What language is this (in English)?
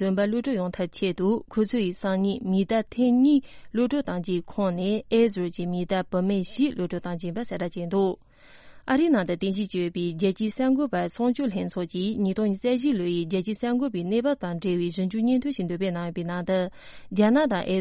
Tibetan